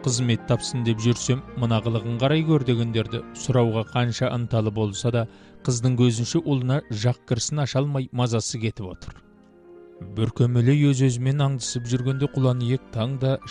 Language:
Kazakh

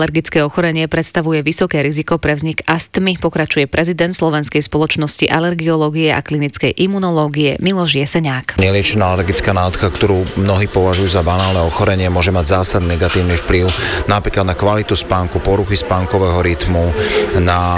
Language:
Slovak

